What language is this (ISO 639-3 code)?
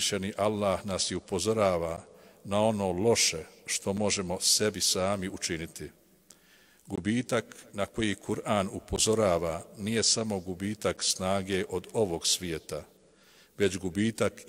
bos